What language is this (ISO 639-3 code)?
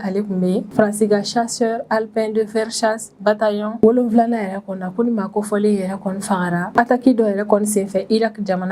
bam